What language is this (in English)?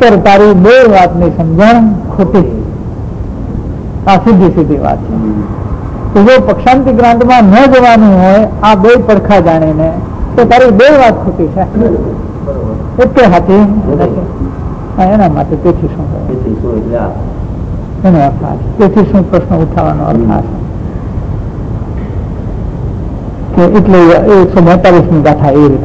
Gujarati